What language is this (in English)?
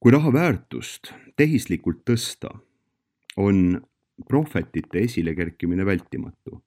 Estonian